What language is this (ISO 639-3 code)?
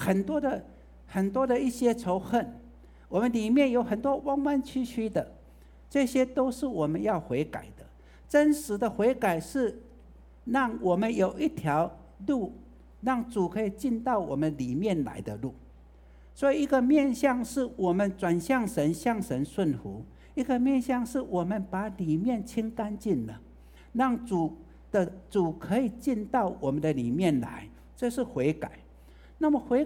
zho